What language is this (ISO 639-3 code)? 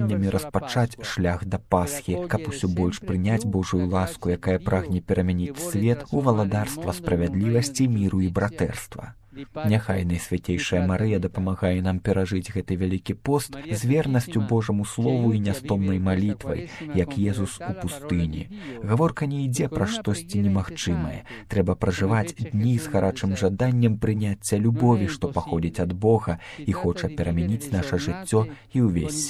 bel